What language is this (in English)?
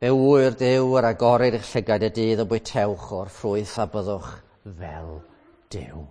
Welsh